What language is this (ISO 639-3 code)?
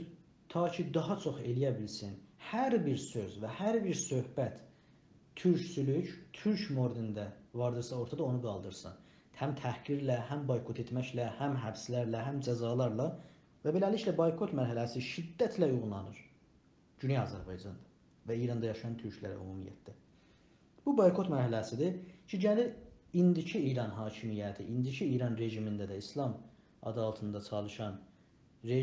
azb